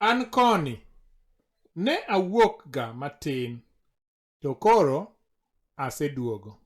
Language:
Luo (Kenya and Tanzania)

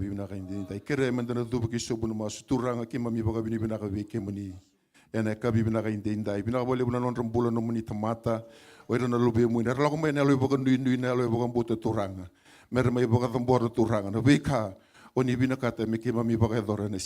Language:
Fijian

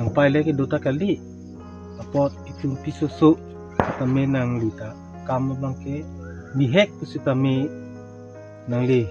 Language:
Karbi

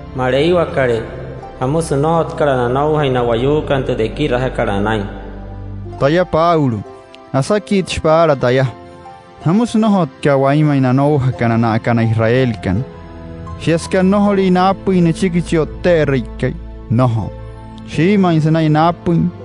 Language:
Wayuu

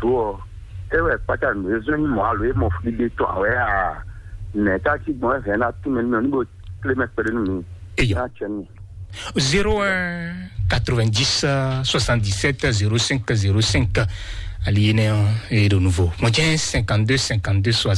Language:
Fon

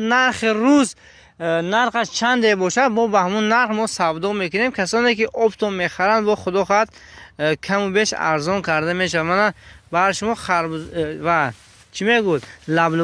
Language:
Tajik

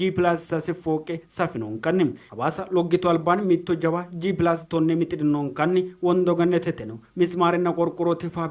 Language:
Sidamo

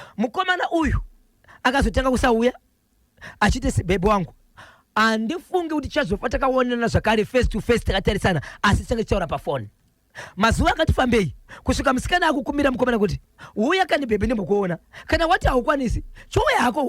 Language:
Shona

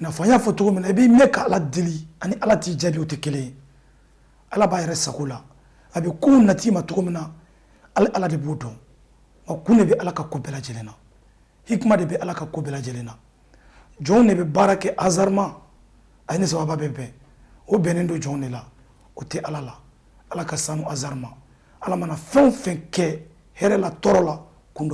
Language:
Bambara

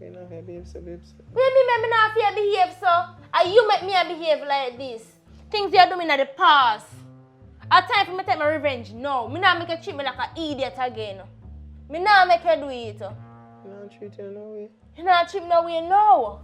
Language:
Jamaican Creole English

